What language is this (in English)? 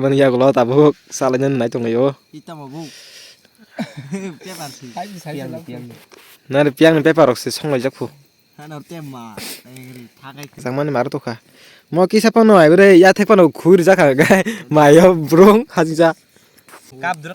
Kok Borok